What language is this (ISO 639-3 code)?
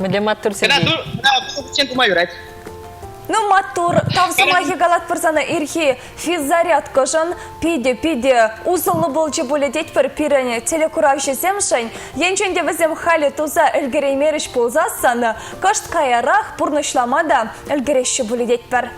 chv